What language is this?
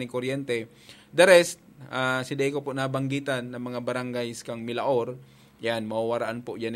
Bikol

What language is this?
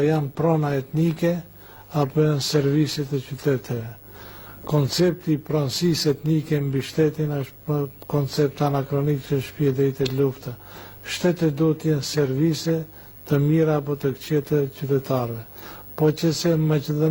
Albanian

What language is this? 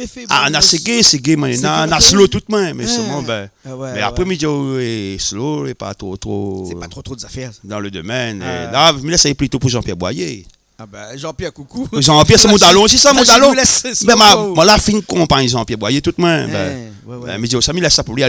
Réunion Creole French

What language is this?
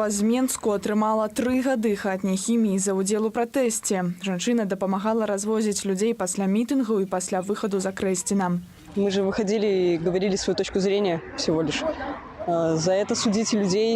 Belarusian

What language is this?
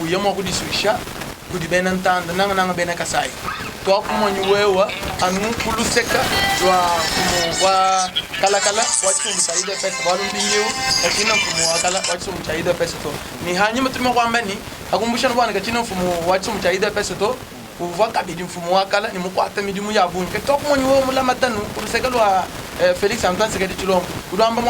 Luba-Lulua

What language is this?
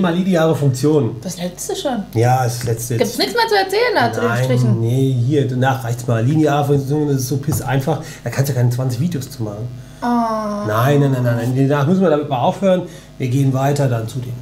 German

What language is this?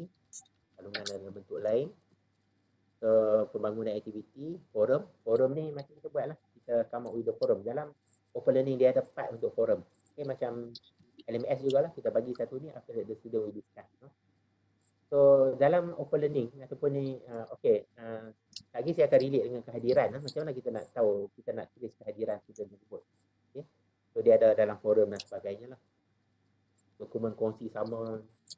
Malay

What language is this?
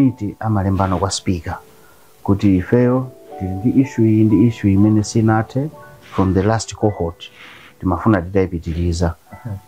Nyanja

